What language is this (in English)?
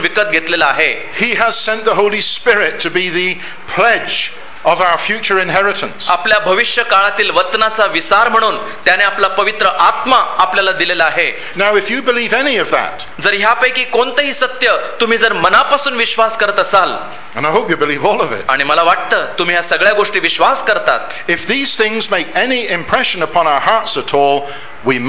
Marathi